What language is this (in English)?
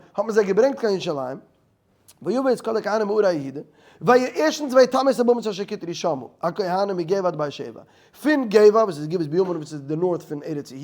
Yiddish